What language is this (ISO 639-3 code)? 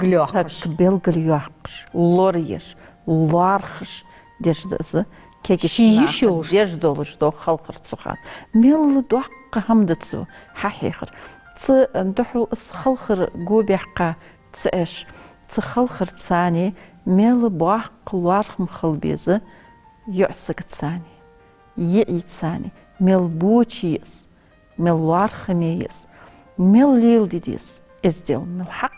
inh